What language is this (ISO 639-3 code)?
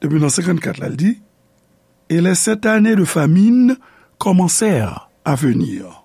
hat